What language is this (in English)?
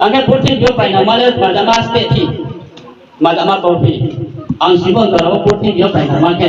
Riang (India)